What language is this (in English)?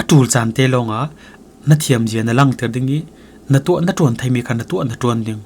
Falam Chin